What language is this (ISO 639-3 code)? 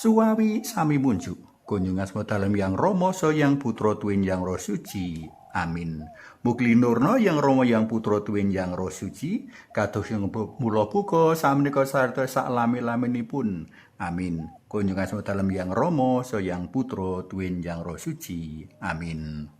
jav